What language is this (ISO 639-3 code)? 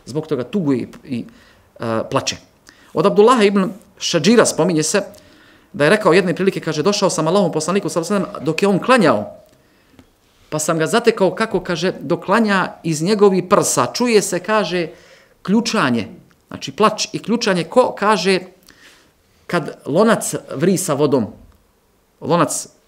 bos